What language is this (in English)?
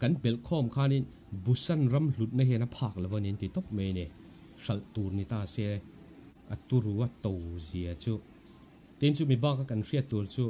Mizo